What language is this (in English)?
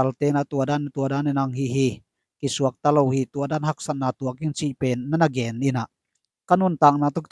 Tedim Chin